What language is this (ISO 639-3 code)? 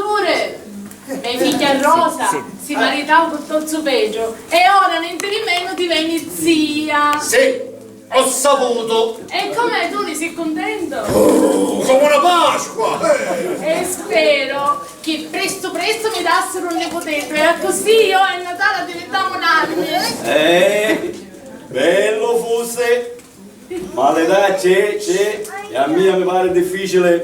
scn